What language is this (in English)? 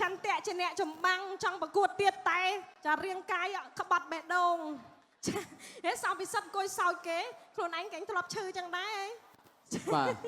Khmer